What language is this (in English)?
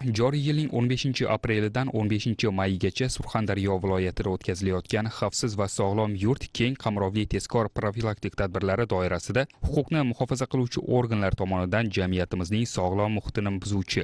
Uzbek